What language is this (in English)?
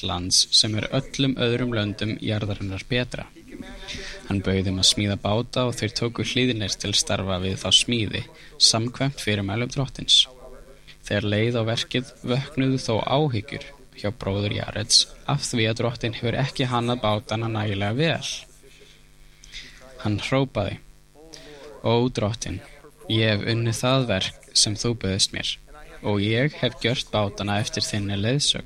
Icelandic